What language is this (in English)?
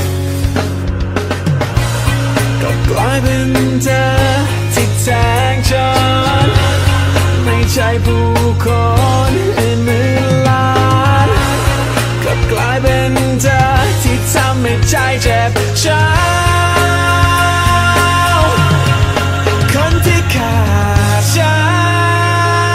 Thai